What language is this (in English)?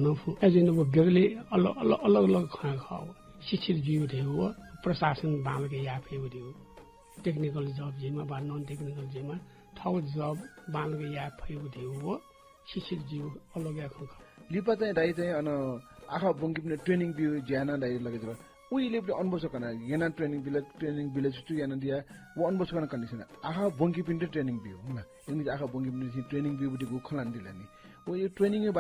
Newari